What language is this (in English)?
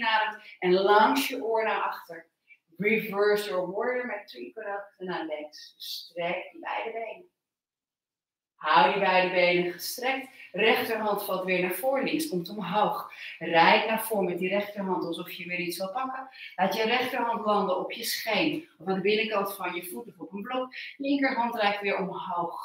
Dutch